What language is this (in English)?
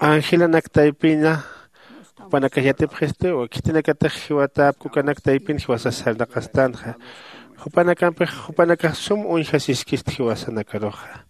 Aymara